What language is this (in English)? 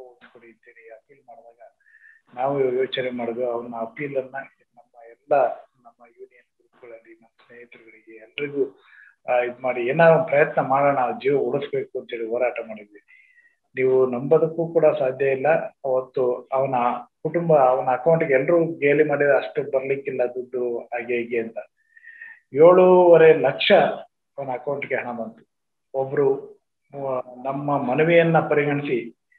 Kannada